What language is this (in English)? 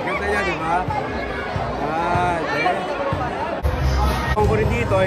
Filipino